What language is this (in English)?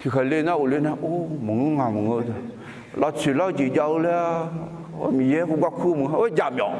Akha